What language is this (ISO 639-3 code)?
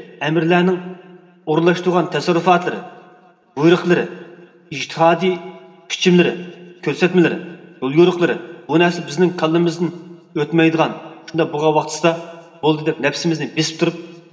uig